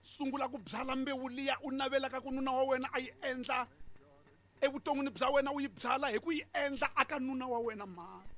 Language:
Tsonga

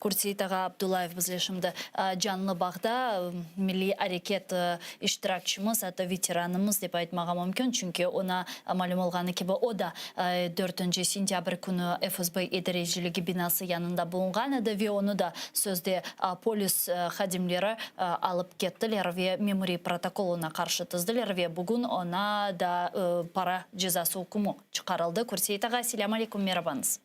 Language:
Crimean Tatar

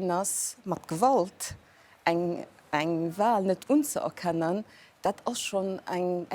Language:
Luxembourgish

